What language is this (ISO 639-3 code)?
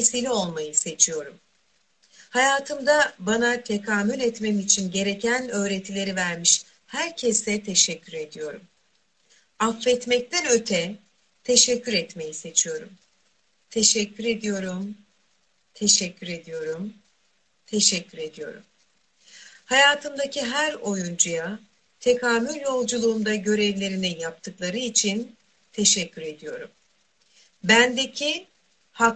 tur